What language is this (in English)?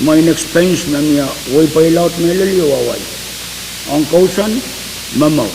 Pohnpeian